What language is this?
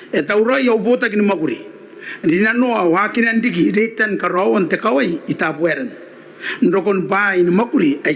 Gilbertese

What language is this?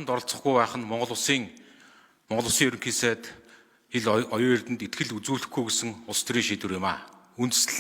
Mongolian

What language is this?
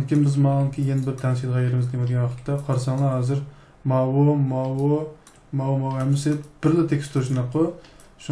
Uyghur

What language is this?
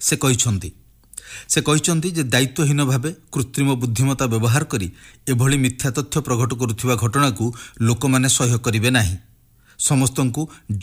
Odia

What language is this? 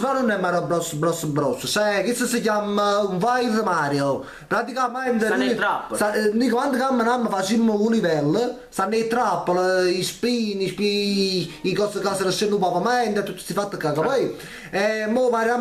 Neapolitan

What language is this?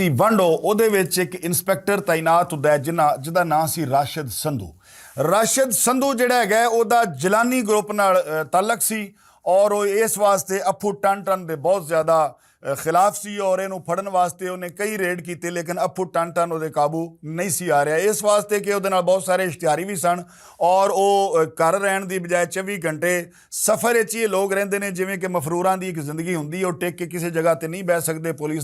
Western Panjabi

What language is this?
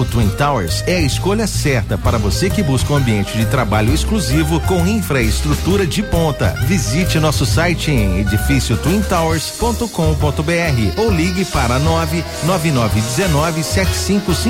Portuguese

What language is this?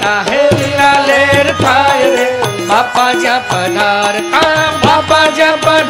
Gujarati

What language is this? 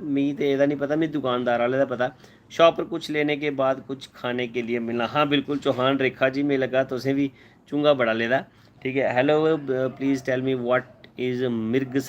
Dogri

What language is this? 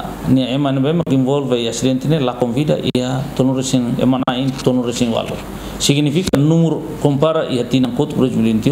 Tetum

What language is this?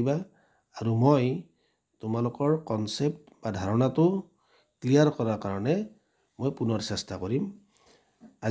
Assamese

